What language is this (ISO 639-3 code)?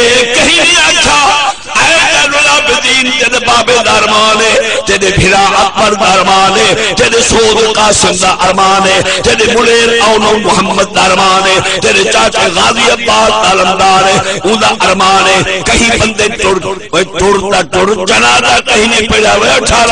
skr